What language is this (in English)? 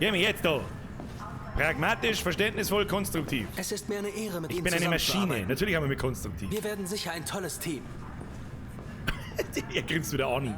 Bavarian